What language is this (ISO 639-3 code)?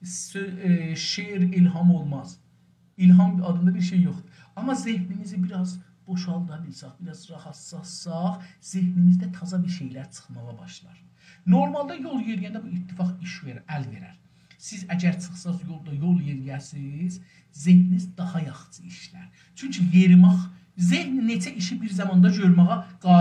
azb